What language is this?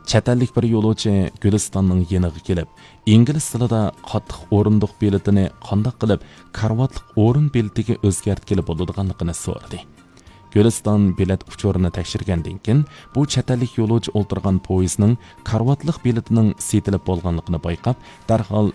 Uyghur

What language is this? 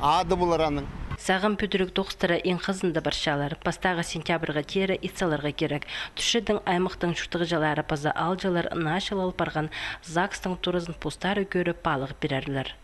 Khakas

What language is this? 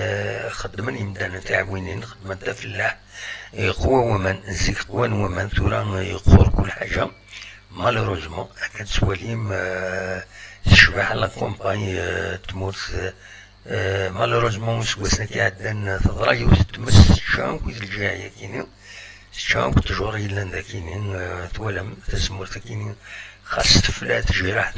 Kabyle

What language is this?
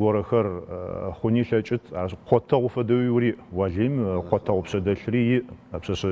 Adyghe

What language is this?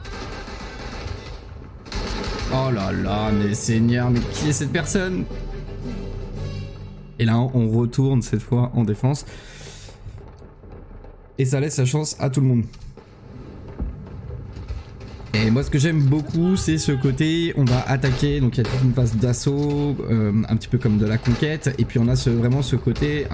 French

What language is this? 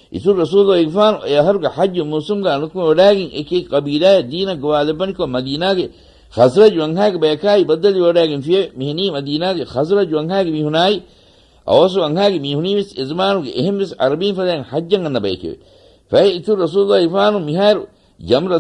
Divehi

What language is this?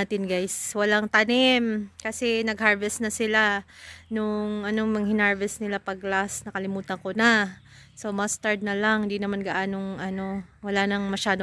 Filipino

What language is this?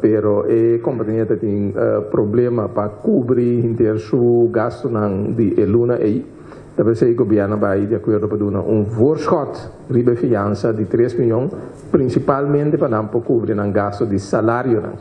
Papiamento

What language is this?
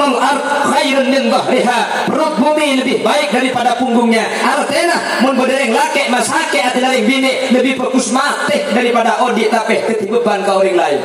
Madurese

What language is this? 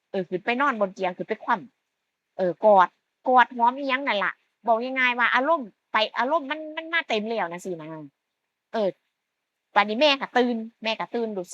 Northeastern Thai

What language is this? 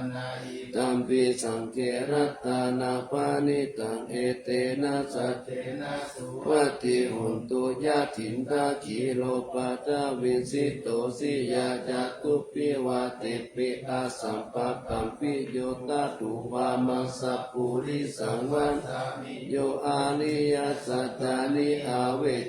Pali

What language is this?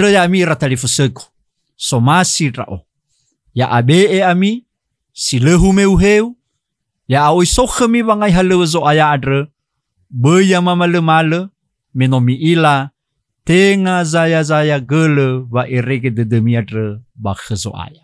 Nias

